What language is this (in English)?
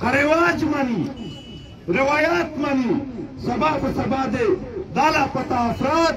Pashto